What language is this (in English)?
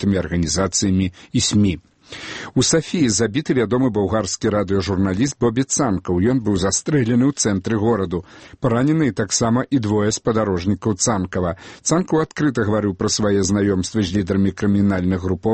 Belarusian